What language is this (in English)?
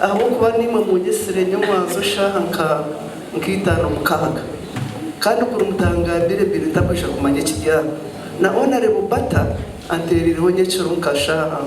Nyankole